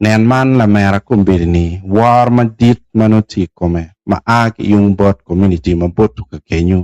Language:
Acoli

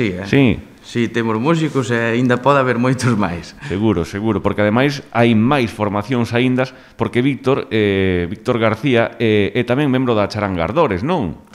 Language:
Galician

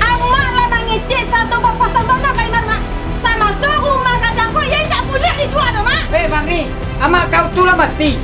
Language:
Minangkabau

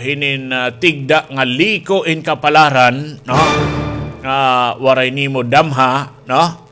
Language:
Waray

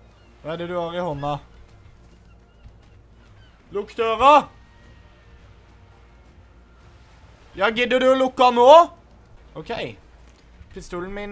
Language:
Norwegian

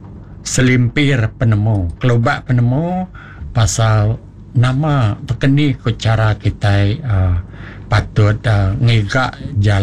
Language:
Iban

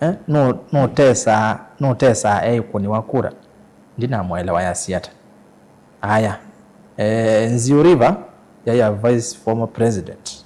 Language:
Kamba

